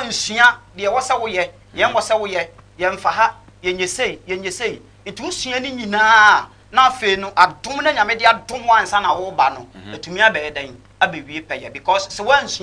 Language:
Akan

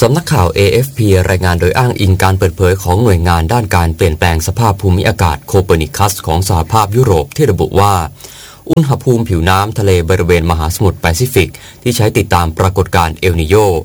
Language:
Thai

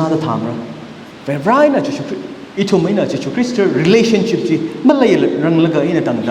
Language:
Tangkhul Naga (India)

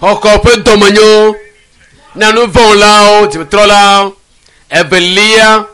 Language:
Ewe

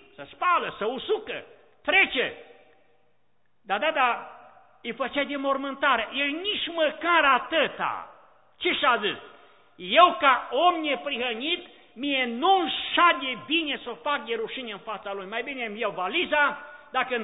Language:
Romanian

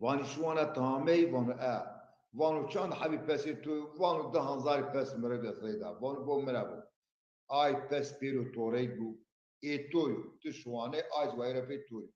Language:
Zaza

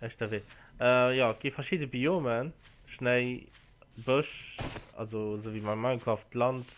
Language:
Luxembourgish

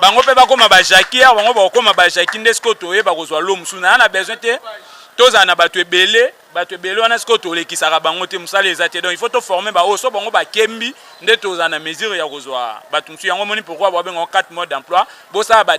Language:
Lingala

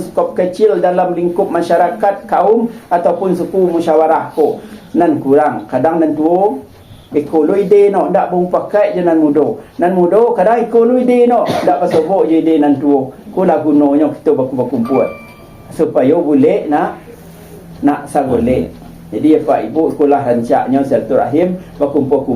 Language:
Minangkabau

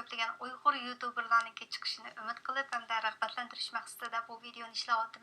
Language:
Uyghur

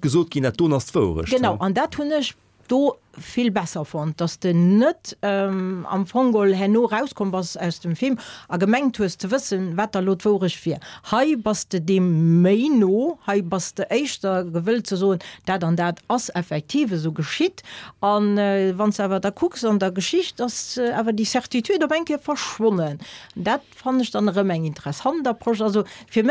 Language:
Luxembourgish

